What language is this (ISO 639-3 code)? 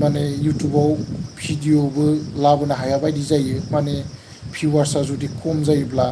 brx